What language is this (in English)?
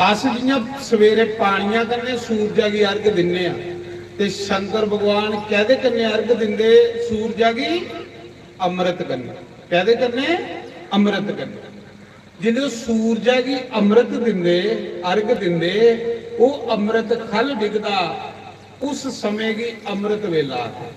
Dogri